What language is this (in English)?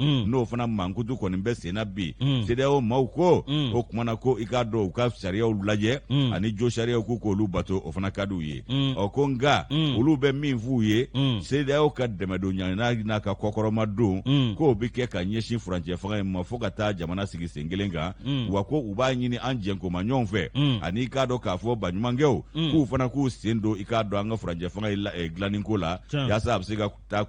Bambara